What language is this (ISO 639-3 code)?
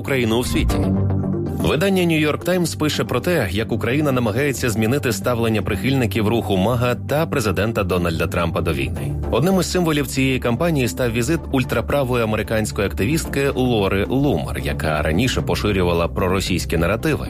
ukr